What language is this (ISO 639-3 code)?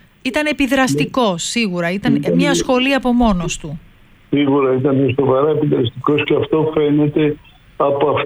ell